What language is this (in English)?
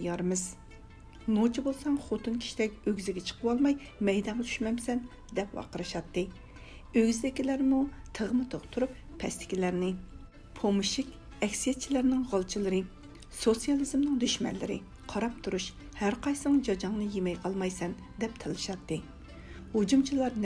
Uyghur